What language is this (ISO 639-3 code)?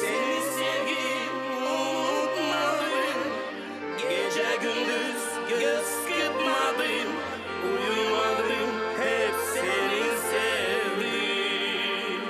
gag